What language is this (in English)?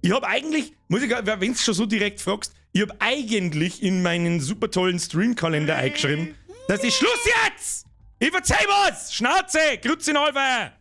Bavarian